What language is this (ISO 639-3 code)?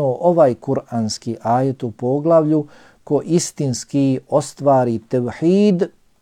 bos